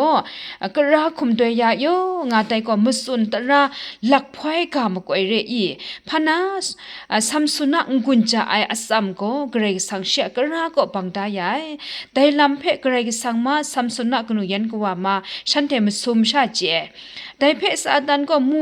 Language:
Kachin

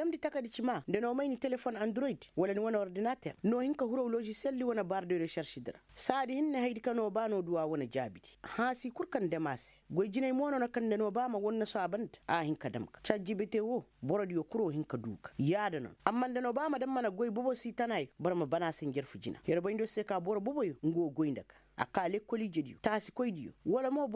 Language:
Koyraboro Senni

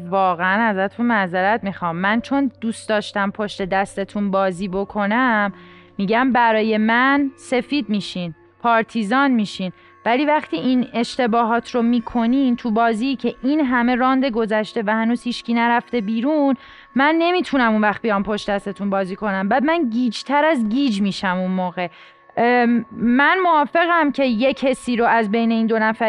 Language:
Persian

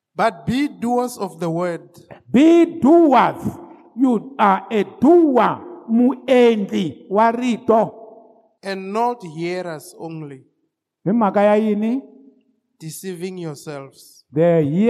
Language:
Tsonga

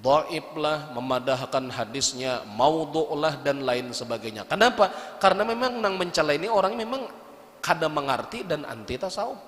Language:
Banjar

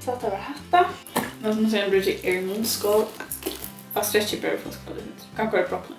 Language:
Faroese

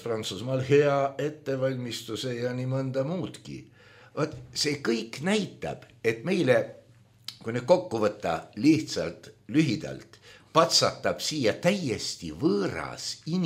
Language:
Estonian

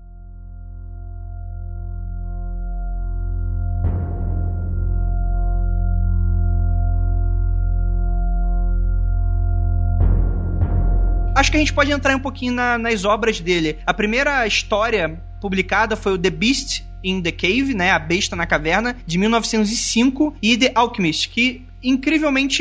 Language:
Portuguese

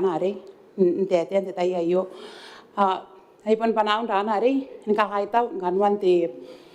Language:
Gilbertese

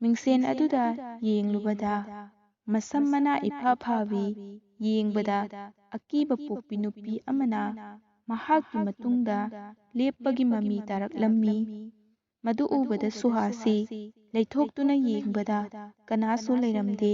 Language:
Manipuri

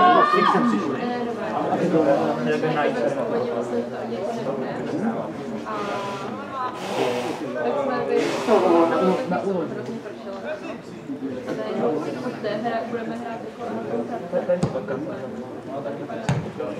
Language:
Czech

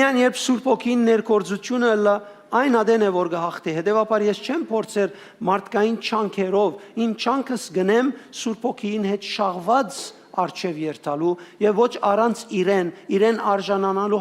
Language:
Western Armenian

